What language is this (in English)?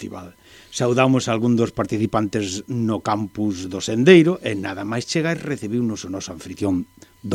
Galician